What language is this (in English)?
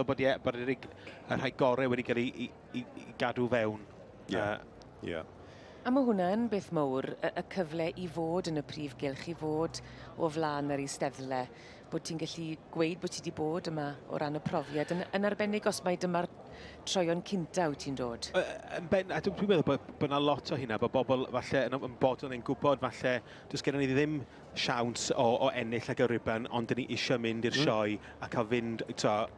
Welsh